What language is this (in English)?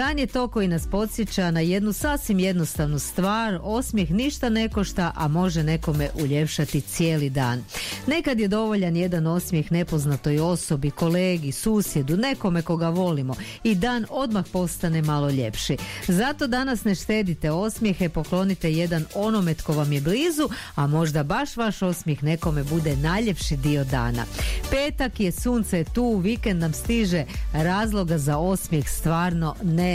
Croatian